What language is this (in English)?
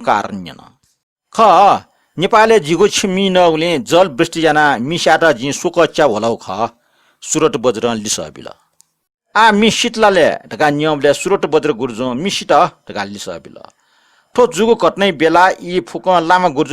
Newari